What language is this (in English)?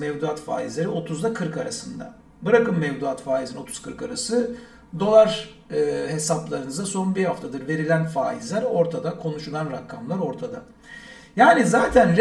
Turkish